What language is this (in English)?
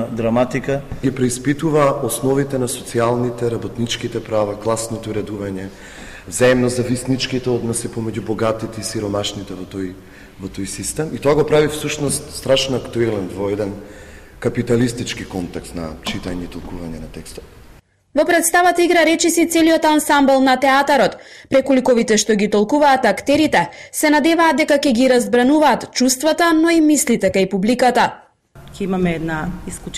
Macedonian